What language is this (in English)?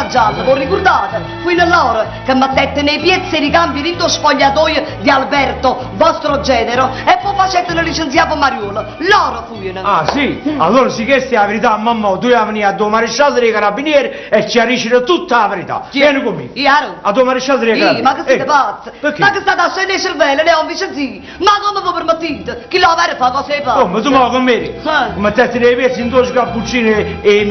Neapolitan